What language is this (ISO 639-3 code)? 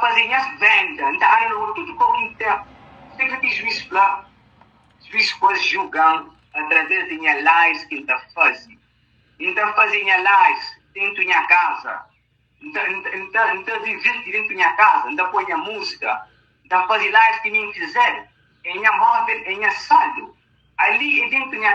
kea